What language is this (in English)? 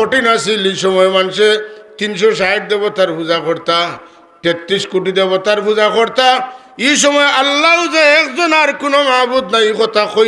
Sylheti